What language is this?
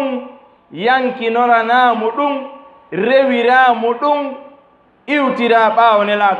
Fula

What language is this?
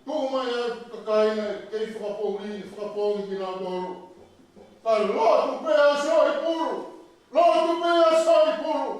Tongan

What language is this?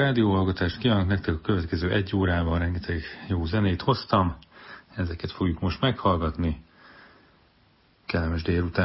Hungarian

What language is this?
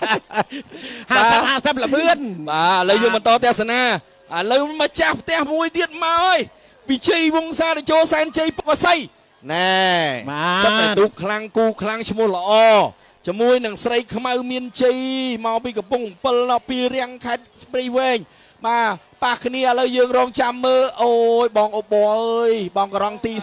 Khmer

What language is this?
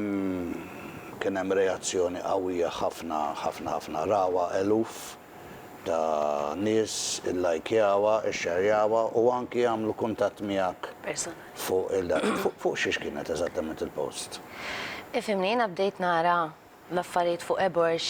Maltese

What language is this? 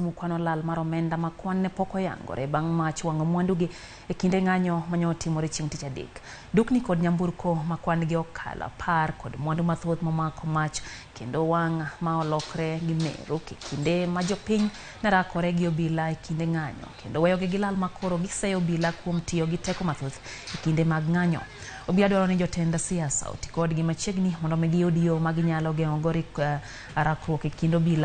Luo (Kenya and Tanzania)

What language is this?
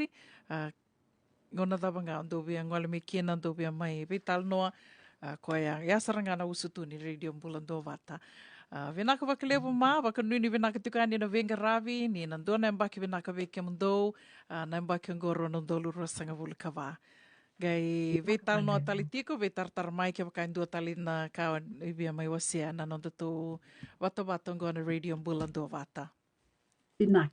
Fijian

